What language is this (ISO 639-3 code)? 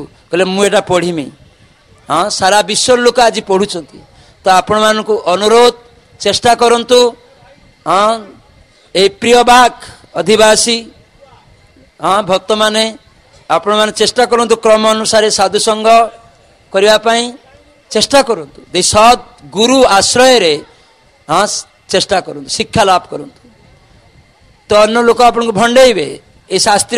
ori